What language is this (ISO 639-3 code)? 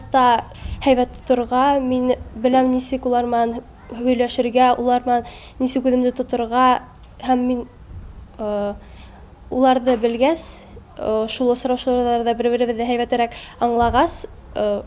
bak